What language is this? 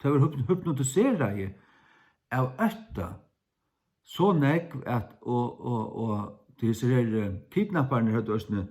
Faroese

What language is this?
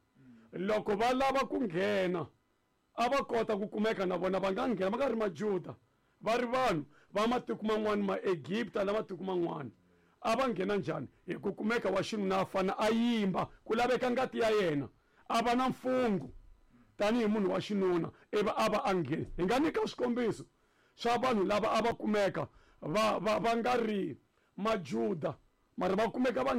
Tsonga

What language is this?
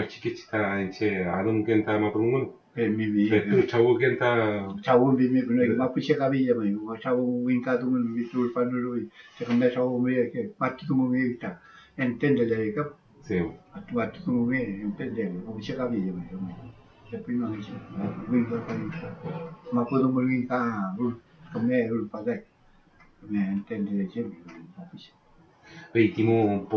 Mapuche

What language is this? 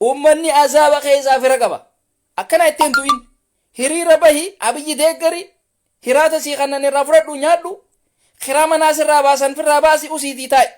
Oromo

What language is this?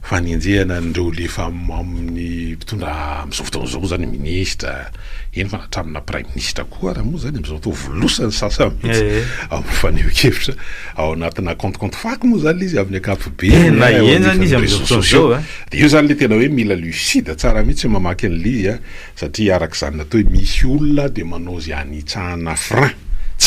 Malagasy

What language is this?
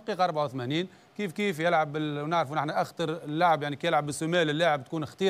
Tunisian Arabic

